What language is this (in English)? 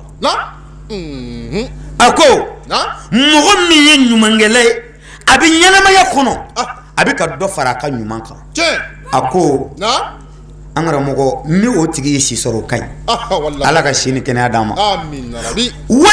Bambara